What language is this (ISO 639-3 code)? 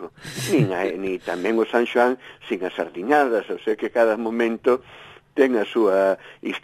glg